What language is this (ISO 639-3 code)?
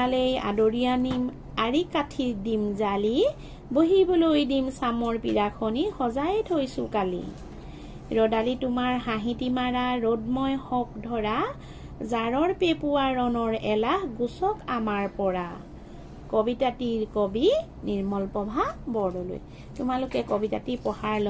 asm